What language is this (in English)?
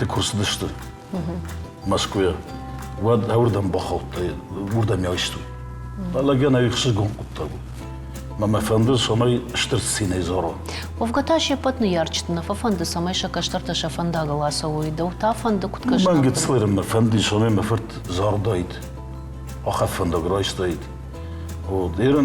Ossetic